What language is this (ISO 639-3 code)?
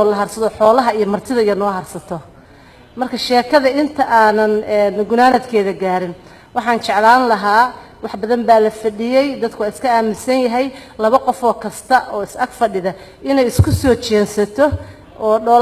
som